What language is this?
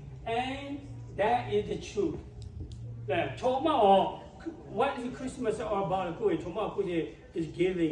Lahu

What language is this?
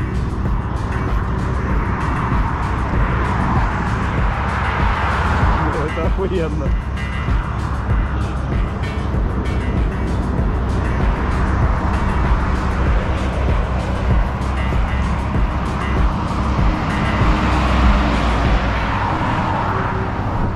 Russian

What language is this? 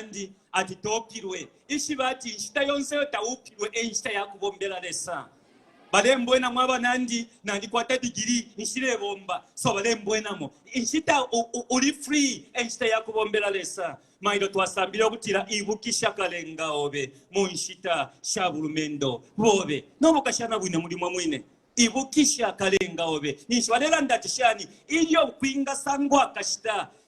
Bemba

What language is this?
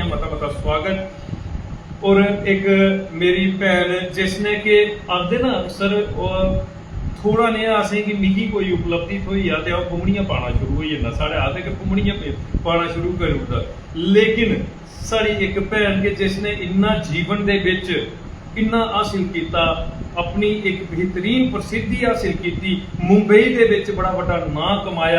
Dogri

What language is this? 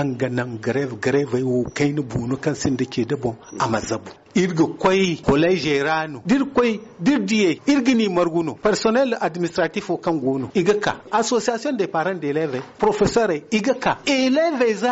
Zarma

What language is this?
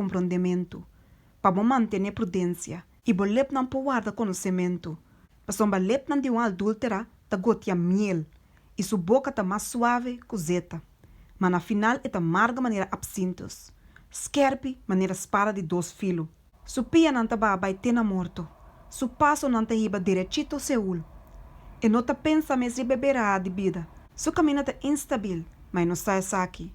Papiamento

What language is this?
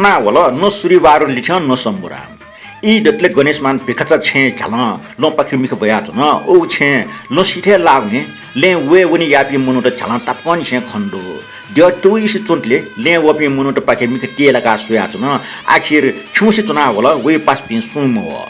Newari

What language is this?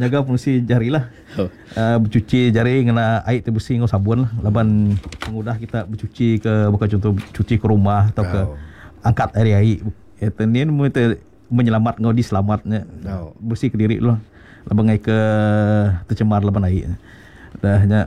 Iban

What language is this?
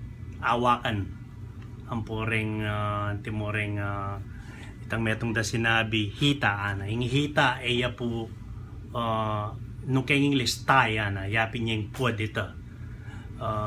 Pampanga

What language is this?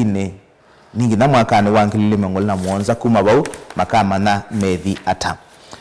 Kamba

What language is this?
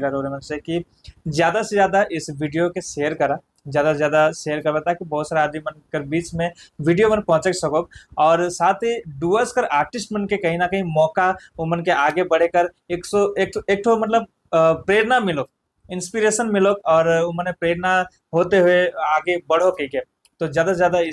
Sadri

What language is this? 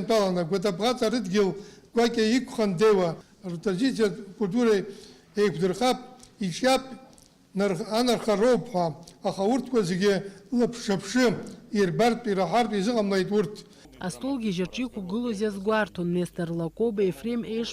Abkhazian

